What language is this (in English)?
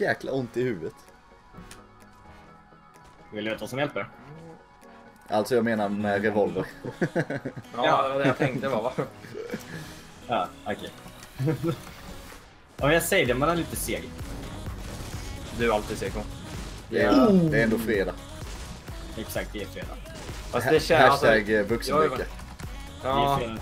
Swedish